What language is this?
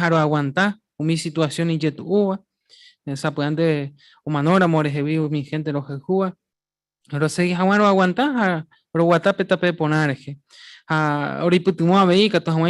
Guarani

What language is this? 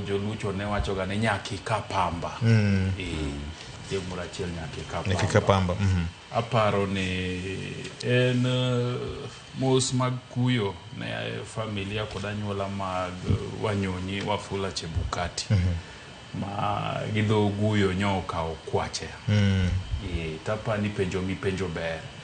Luo (Kenya and Tanzania)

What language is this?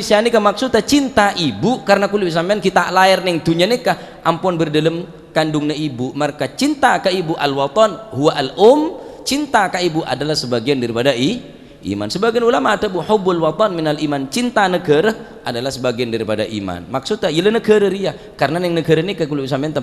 Madurese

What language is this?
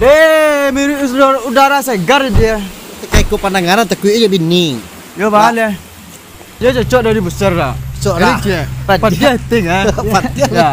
Minangkabau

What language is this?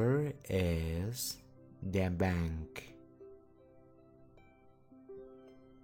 Spanish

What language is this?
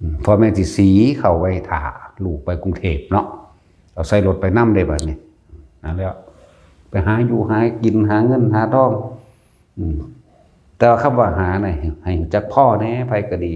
Northeastern Thai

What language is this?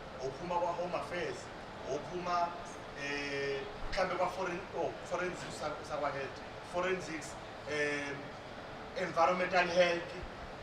Zulu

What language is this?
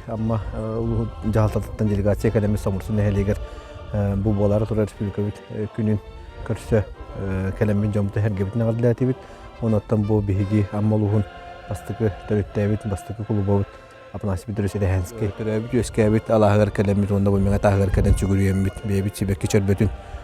Yakut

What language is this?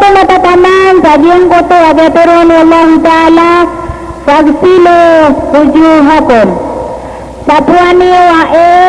Maranao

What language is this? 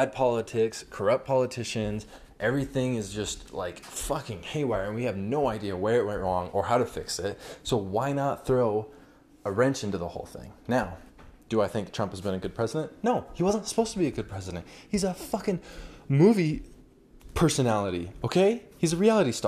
English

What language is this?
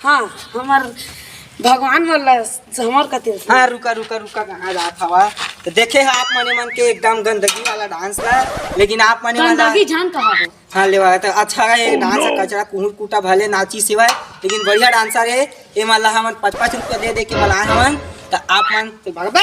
Chhattisgarhi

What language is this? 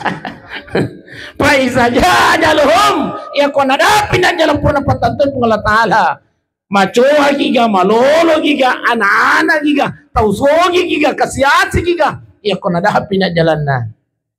Buginese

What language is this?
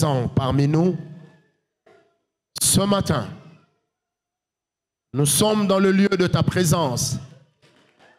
French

